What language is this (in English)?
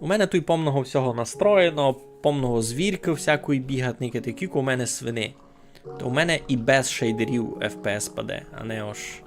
Rusyn